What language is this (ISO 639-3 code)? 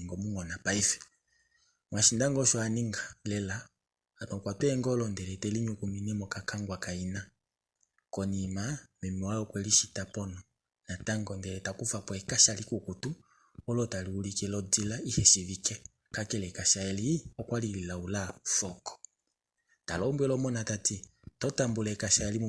kua